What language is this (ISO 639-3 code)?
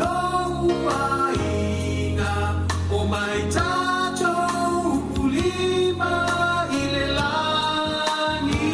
smo